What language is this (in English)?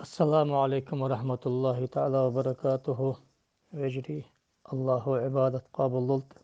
Ingush